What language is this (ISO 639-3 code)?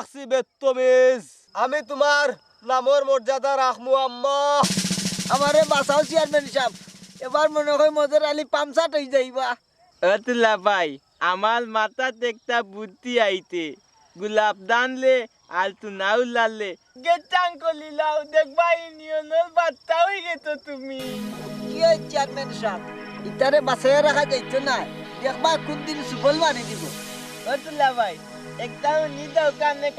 syl